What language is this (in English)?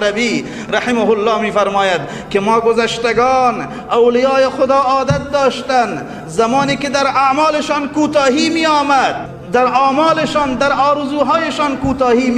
Persian